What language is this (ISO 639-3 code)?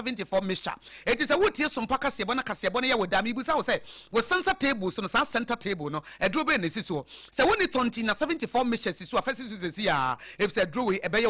aka